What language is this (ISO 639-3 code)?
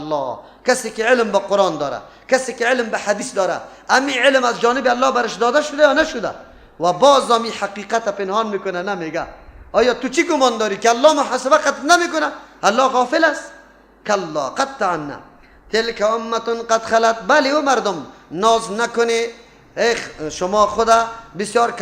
fas